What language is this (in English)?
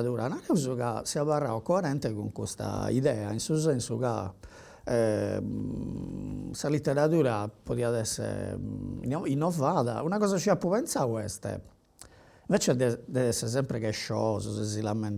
Sardinian